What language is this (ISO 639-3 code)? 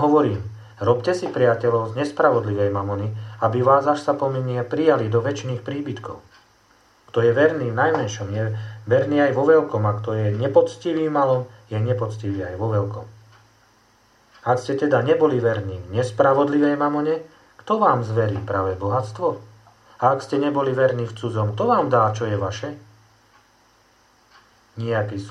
slk